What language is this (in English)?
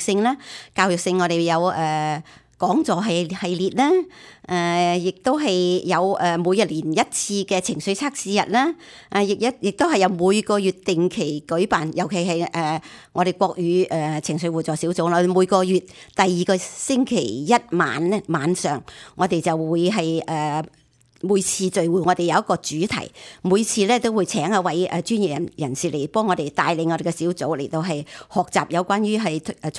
Cantonese